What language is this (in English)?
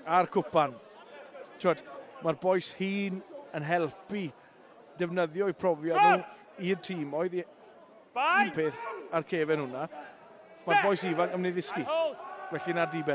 Welsh